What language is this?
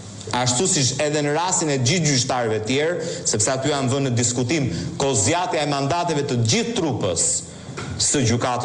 Albanian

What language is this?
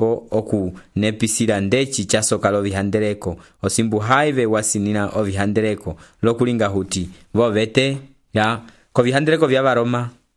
Umbundu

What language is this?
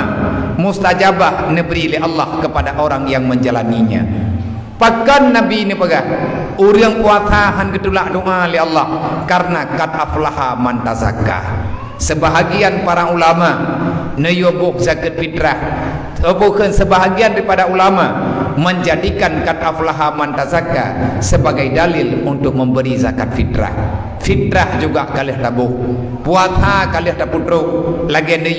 Achinese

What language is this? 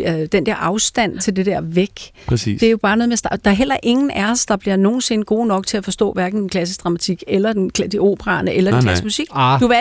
Danish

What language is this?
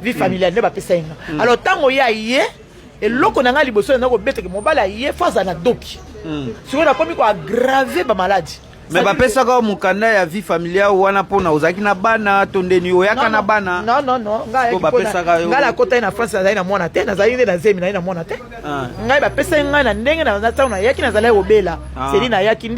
Lingala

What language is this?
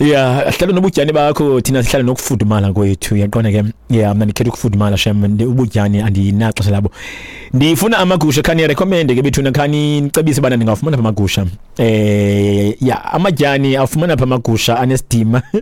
Xhosa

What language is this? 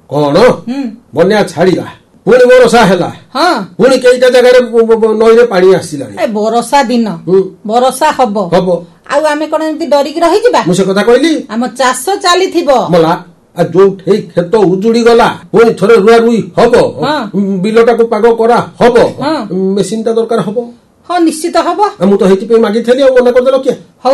Odia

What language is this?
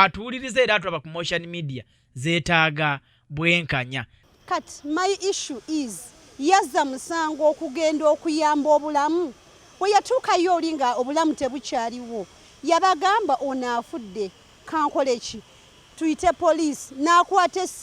Ganda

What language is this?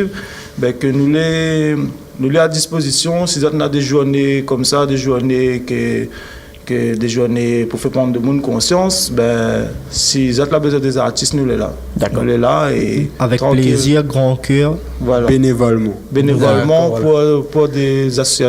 Réunion Creole French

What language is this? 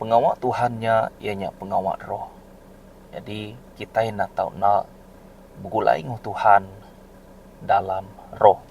Iban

